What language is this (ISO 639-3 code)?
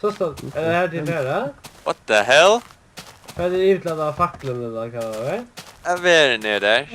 fao